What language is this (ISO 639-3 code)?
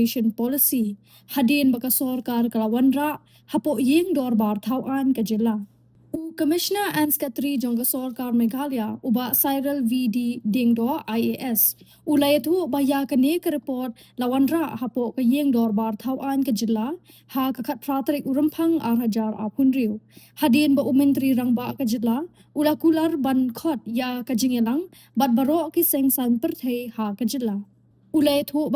kha